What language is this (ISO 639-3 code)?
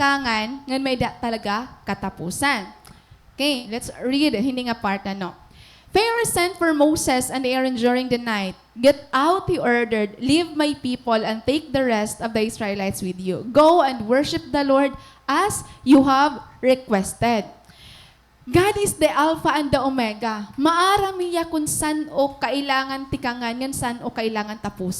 war